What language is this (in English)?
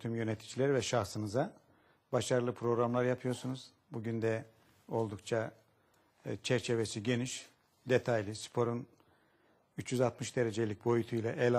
Turkish